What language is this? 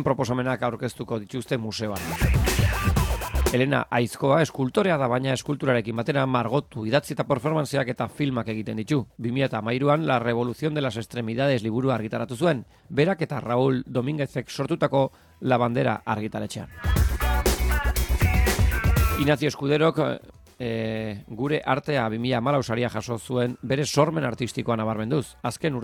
Basque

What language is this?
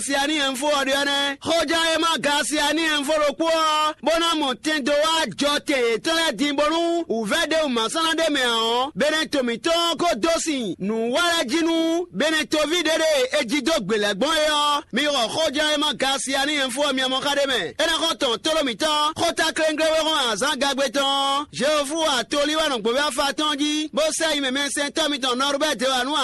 Fon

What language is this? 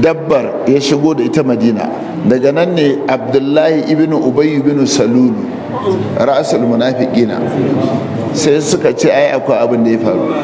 Hausa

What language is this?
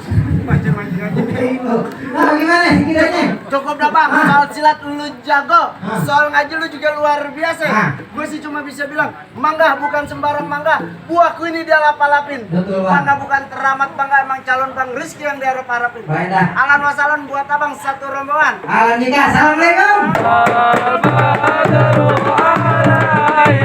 Betawi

